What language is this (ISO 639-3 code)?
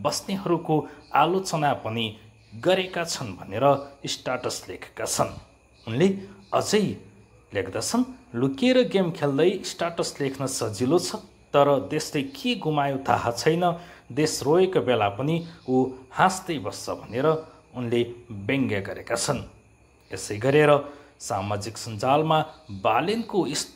nep